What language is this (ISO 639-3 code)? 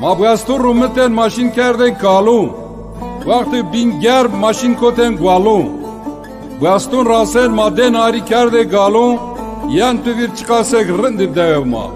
zza